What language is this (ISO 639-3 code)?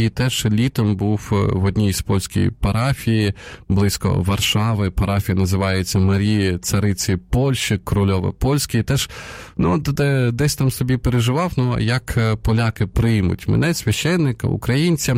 ukr